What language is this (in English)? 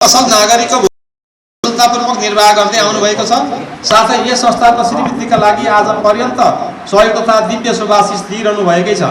Nepali